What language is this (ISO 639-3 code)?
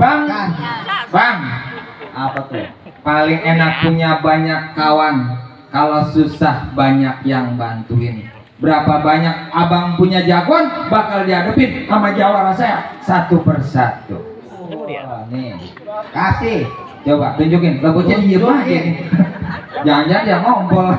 bew